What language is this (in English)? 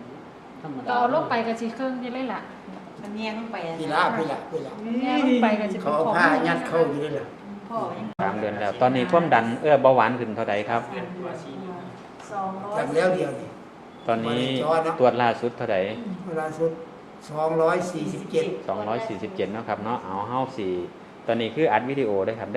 Northeastern Thai